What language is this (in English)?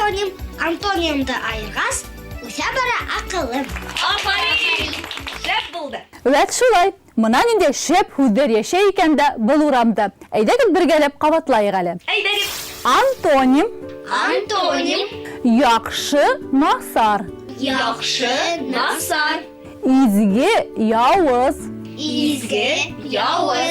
Bashkir